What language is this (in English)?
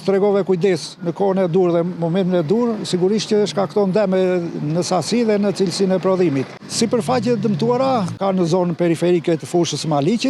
Albanian